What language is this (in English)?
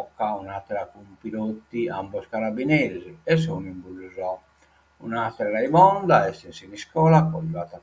Sardinian